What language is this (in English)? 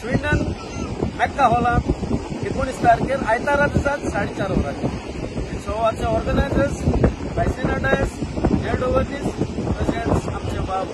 Konkani